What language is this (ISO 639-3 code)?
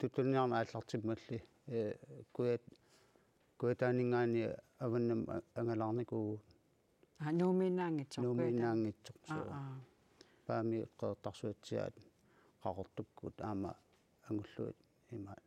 kal